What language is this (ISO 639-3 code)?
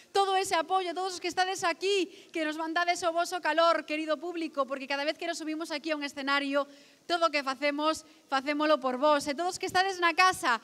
glg